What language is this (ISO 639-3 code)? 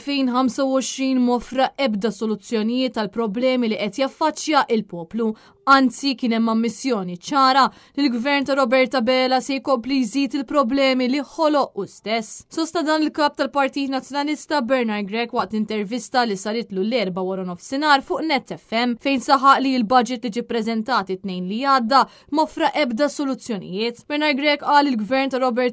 mlt